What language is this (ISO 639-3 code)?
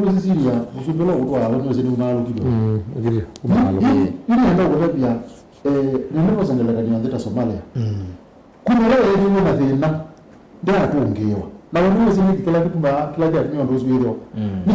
kam